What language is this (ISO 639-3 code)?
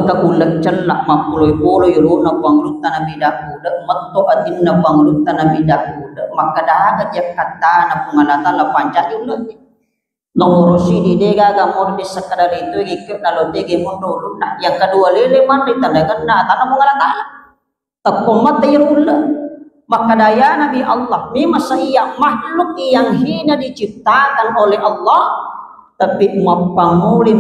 bug